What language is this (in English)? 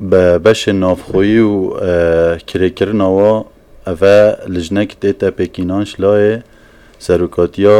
Kurdish